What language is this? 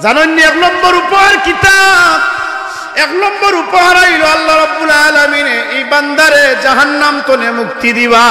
Sylheti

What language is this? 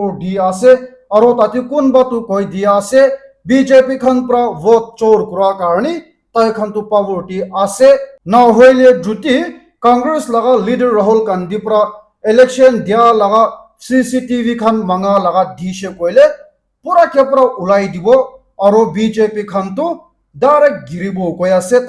Naga Pidgin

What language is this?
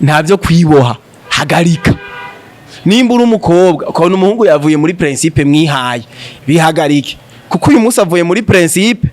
Rundi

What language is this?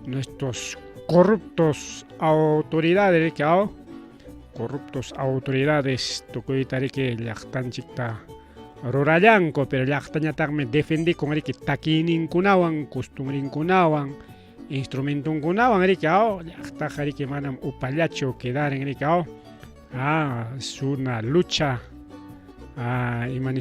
Ayacucho Quechua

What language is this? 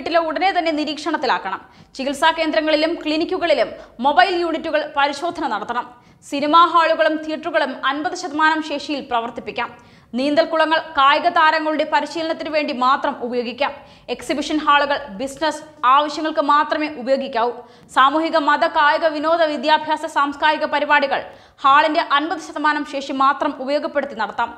Malayalam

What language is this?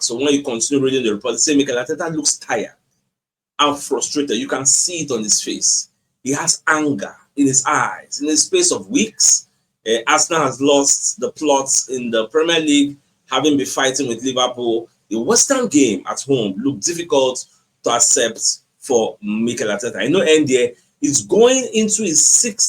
Nigerian Pidgin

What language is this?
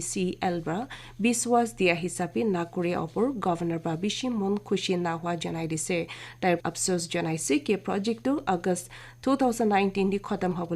Naga Pidgin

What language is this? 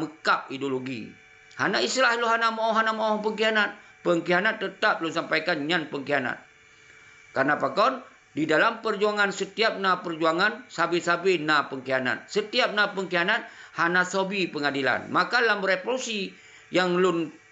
Achinese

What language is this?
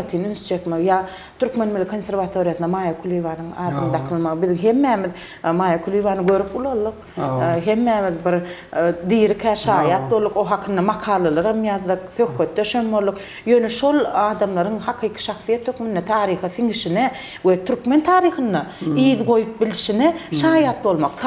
Turkmen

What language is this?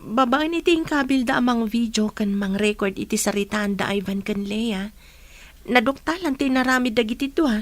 Iloko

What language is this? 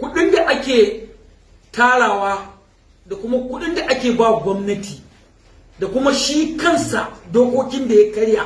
Hausa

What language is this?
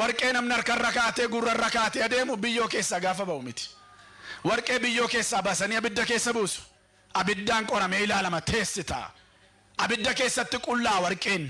Oromo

